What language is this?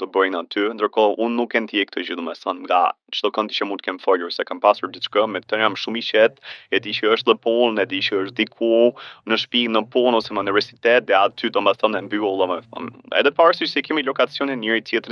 Albanian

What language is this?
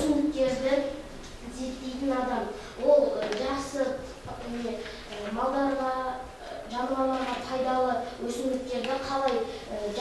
Kazakh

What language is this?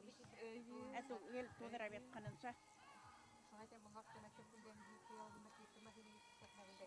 Bashkir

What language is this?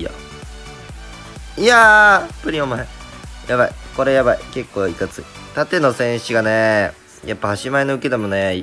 Japanese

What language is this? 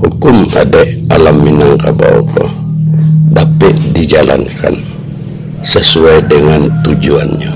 Minangkabau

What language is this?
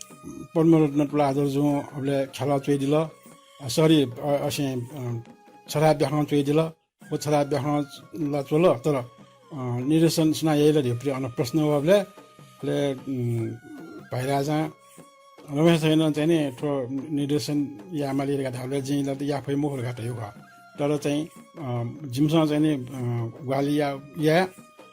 Newari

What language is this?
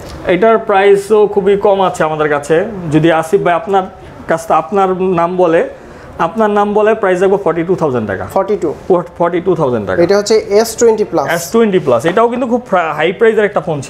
Bangla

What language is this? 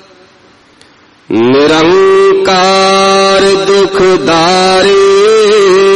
Punjabi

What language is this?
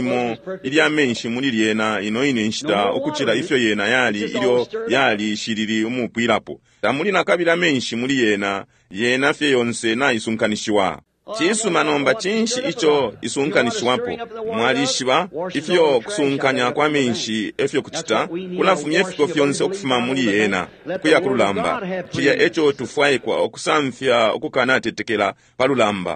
Bemba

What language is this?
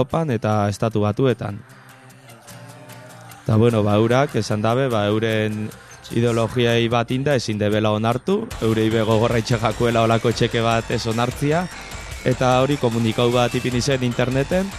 Basque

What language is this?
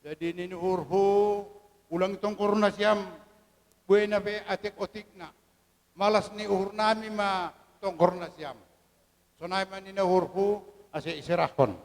Batak Toba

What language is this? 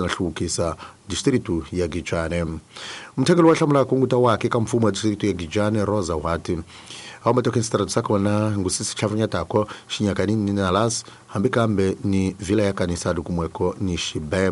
Tsonga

